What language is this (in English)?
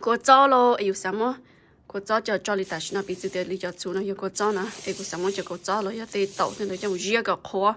Hmong